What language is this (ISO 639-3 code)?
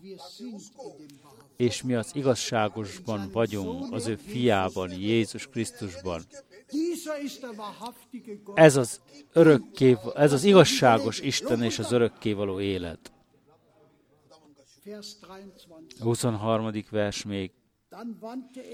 hun